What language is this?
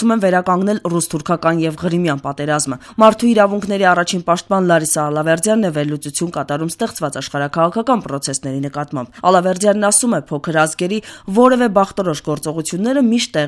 Armenian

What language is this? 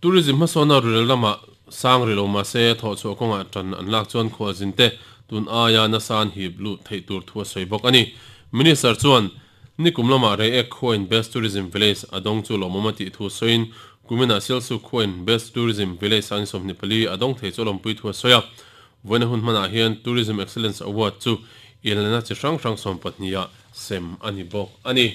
Mizo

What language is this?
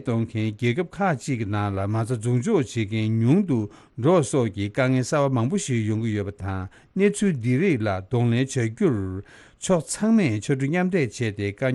Tibetan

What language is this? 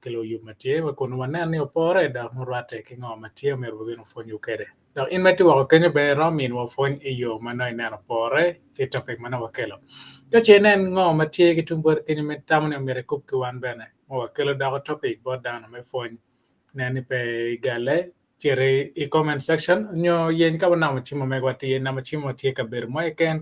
Acoli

